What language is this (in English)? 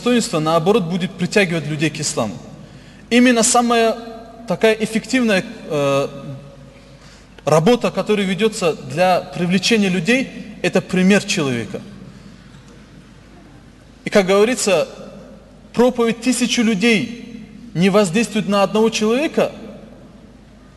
Russian